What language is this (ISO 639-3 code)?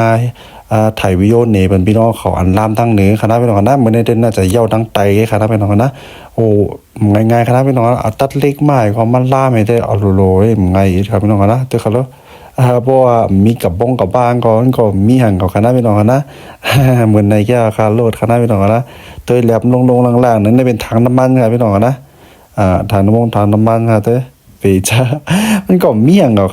shn